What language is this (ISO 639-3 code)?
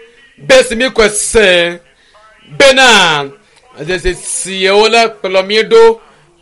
ewe